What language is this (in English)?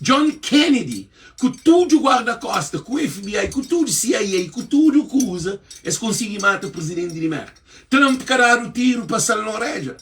Kabuverdianu